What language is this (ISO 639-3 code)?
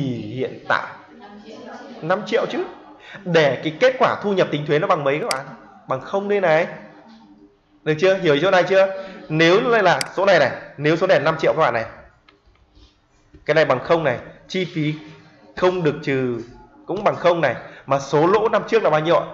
vie